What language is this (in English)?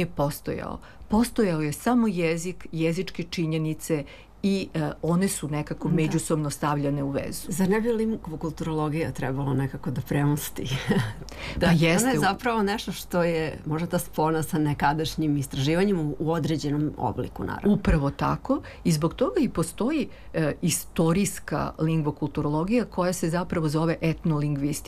Serbian